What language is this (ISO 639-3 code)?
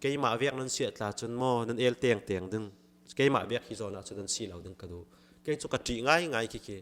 cfm